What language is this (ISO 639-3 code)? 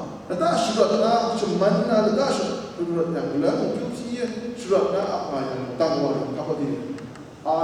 kac